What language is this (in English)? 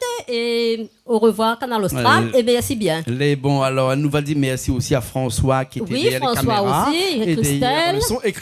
Réunion Creole French